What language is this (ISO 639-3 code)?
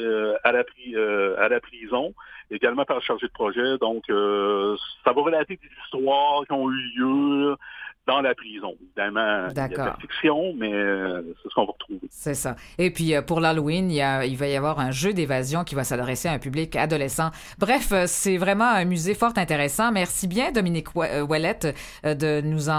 fra